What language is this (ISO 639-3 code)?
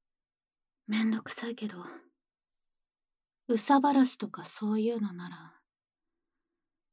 jpn